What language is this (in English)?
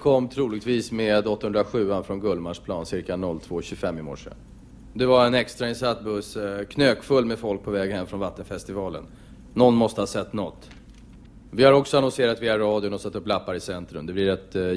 Swedish